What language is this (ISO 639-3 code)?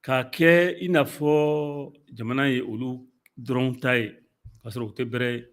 bam